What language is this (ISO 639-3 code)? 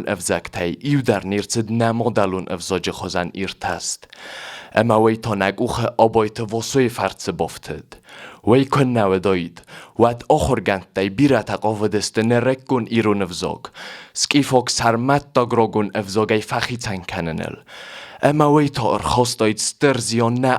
oss